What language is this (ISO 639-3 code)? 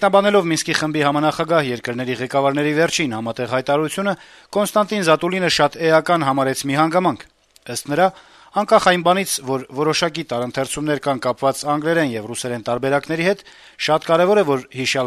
hye